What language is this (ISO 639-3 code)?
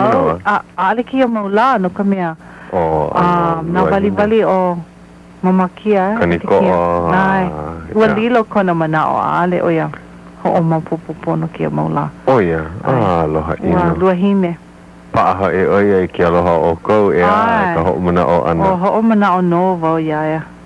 haw